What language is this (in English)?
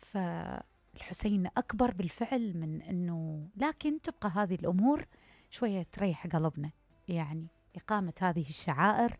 Mesopotamian Arabic